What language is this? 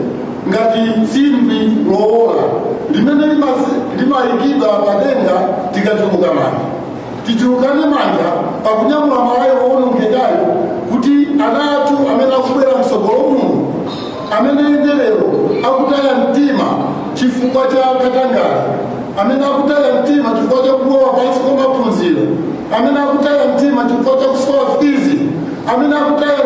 Nyanja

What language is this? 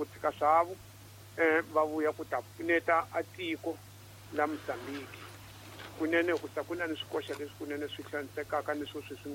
Tsonga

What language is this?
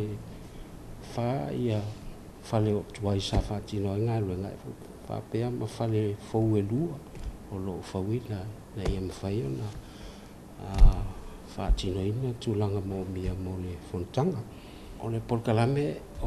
Samoan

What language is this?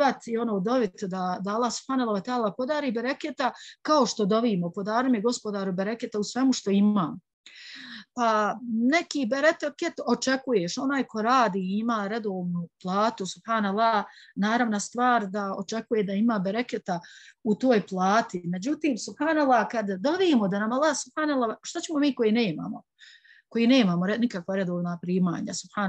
Bosnian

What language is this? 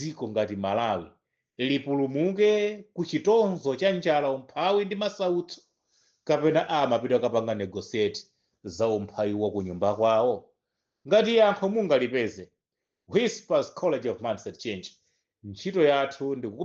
Nyanja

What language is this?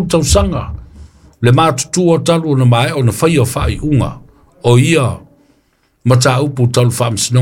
Samoan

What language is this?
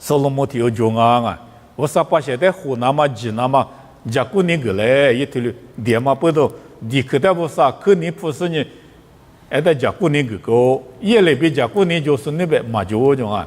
Lisu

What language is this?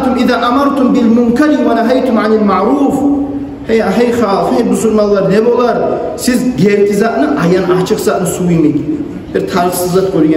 Kumyk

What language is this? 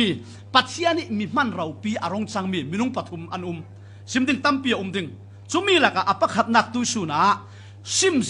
Falam Chin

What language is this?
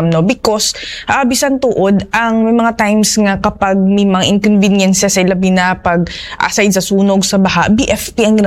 Hiligaynon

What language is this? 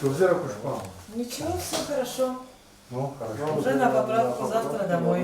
Abkhazian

